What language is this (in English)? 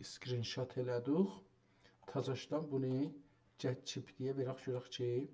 South Azerbaijani